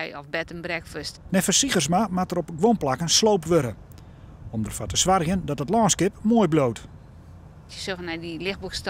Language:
Western Frisian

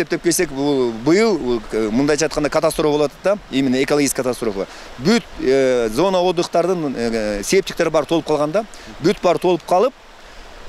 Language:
Kyrgyz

